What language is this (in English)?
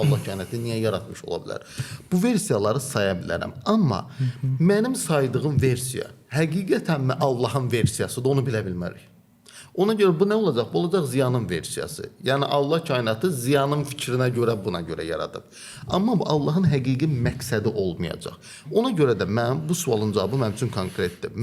Azerbaijani